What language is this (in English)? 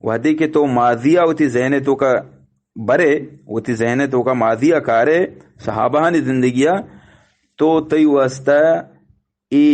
Eastern Balochi